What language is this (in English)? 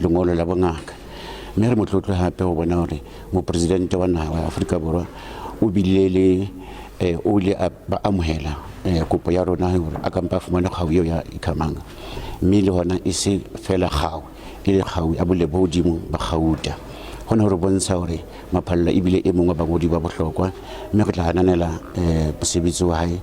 Southern Sotho